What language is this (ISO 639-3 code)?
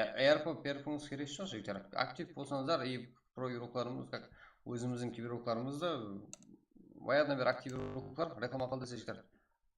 kaa